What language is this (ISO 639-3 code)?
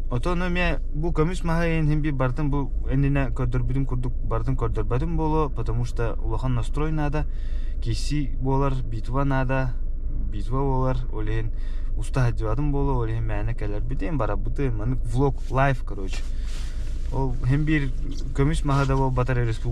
sah